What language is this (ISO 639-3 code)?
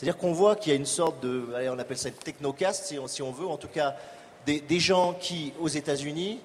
fra